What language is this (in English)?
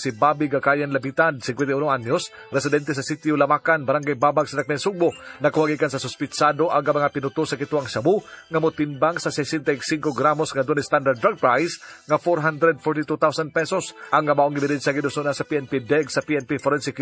Cebuano